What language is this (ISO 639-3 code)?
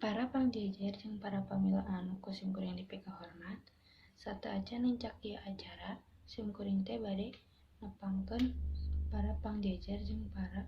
sun